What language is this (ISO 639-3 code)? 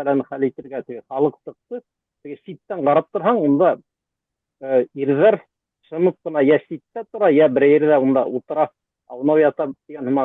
bak